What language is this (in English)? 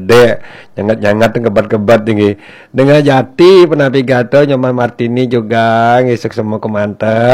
Balinese